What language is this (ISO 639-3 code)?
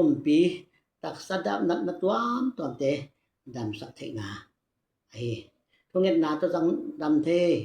ctd